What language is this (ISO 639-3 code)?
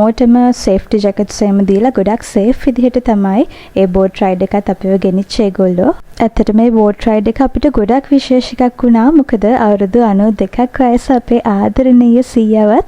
sin